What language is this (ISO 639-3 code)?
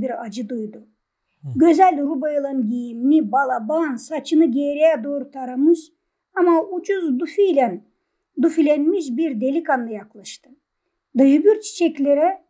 gag